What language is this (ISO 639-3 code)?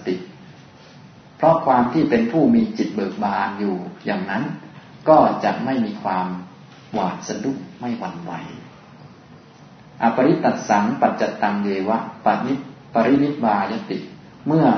tha